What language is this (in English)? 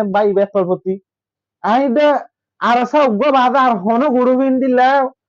Rohingya